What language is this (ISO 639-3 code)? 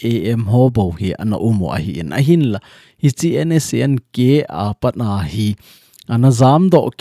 tcz